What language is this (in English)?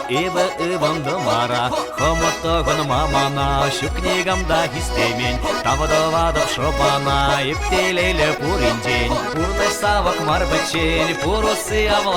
Chuvash